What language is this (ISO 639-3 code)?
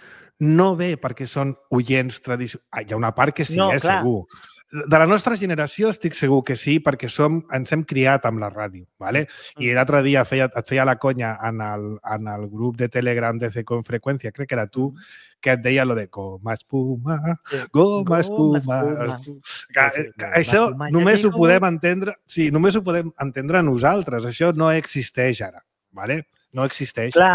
cat